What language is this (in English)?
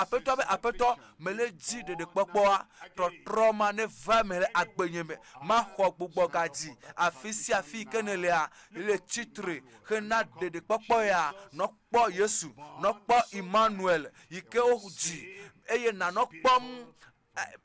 Ewe